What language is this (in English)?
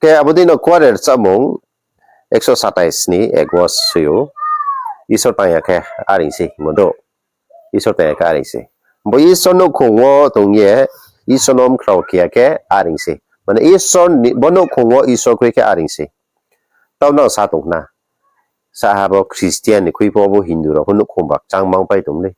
Riang (India)